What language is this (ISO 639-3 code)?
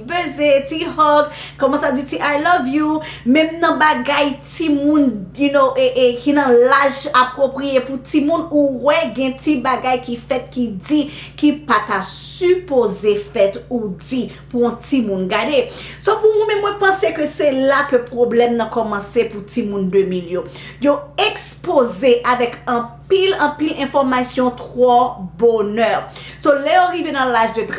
hat